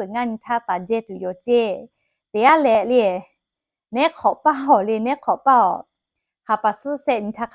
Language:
Lahu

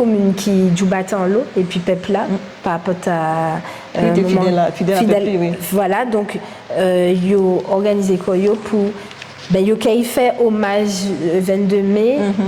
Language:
Guadeloupean Creole French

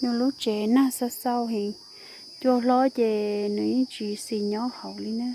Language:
Hmong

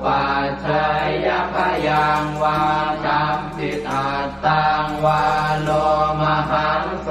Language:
Pali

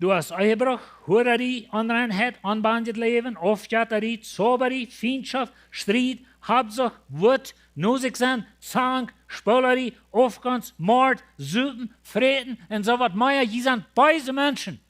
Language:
Plautdietsch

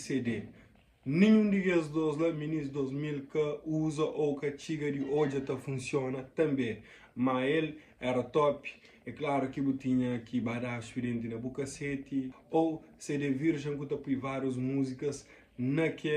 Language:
Kabuverdianu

